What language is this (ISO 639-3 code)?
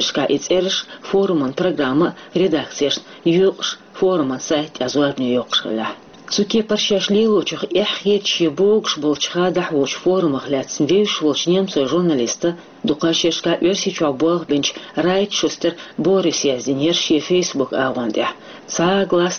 che